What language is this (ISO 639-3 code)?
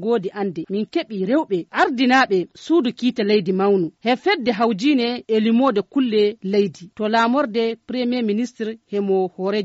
ful